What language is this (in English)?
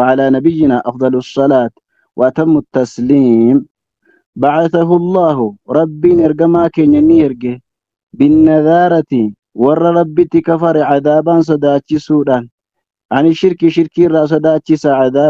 Oromo